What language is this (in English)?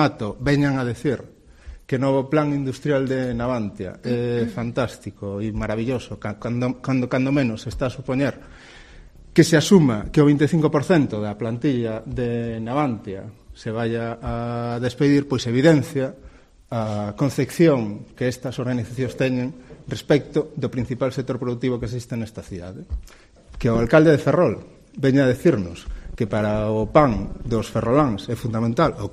Galician